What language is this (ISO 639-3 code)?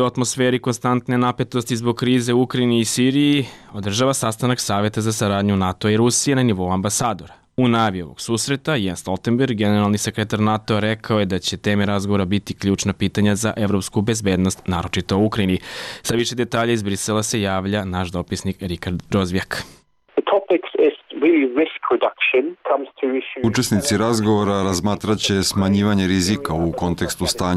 srp